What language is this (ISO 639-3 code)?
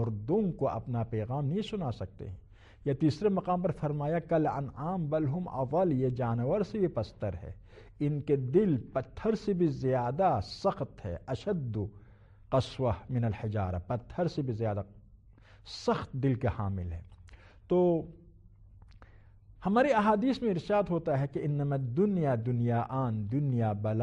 urd